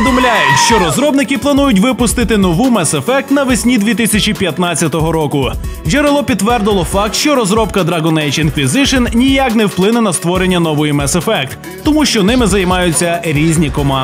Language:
Ukrainian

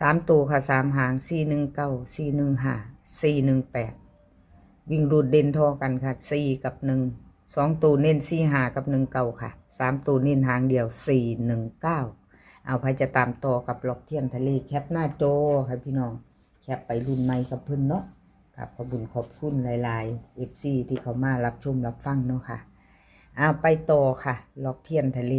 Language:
Northeastern Thai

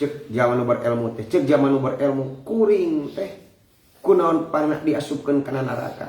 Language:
Sundanese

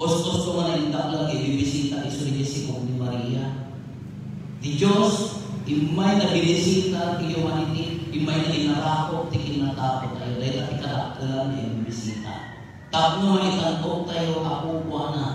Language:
Iloko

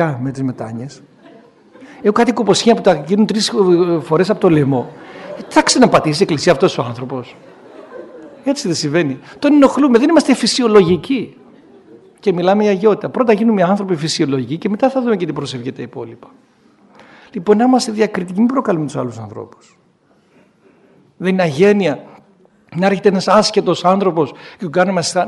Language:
Greek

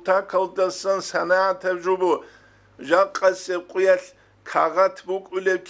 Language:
Avaric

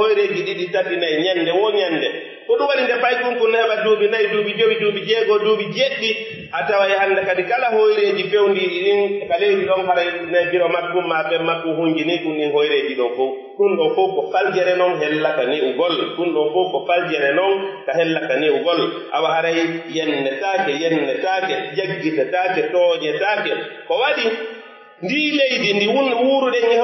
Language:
Pular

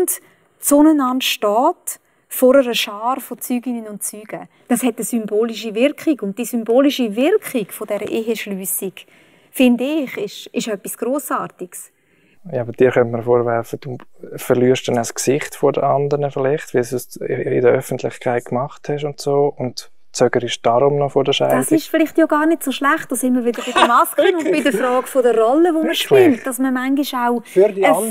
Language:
Swiss German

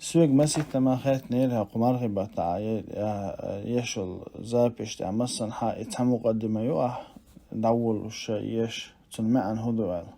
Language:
Chechen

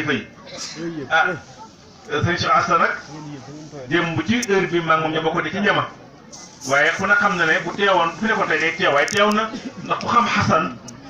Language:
Wolof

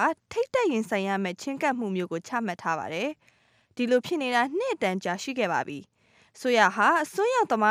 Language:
Burmese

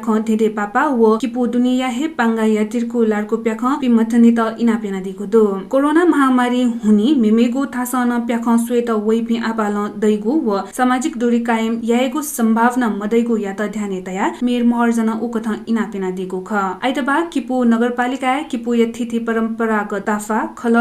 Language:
Newari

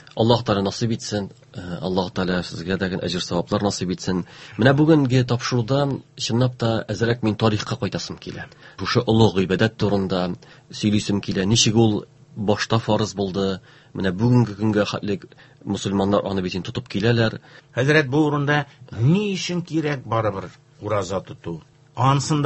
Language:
Tatar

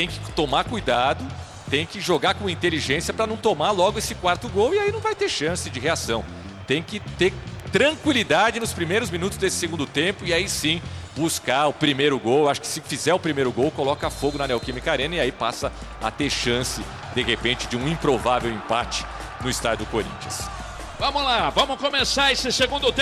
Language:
Portuguese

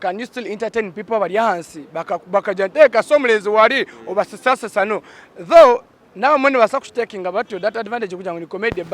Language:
Nyankole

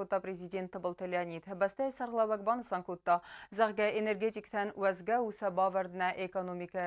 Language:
Ossetic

